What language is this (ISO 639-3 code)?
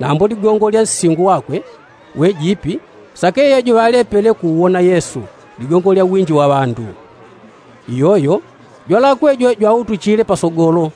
yao